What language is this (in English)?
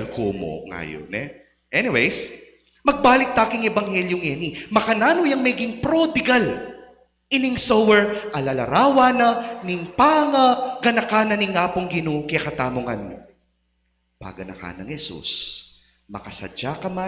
Pampanga